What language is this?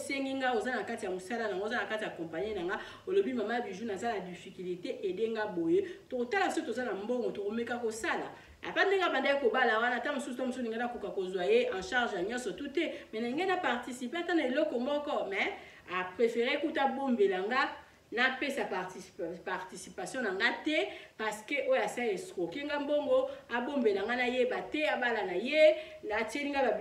Lingala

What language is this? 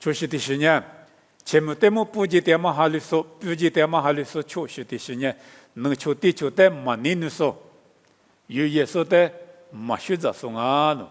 Lisu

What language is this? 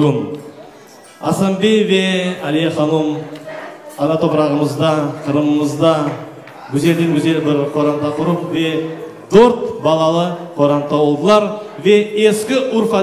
Crimean Tatar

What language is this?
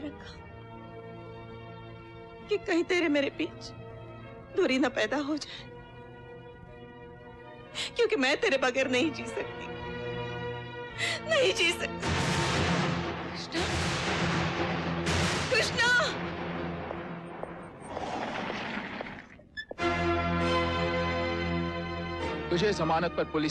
Hindi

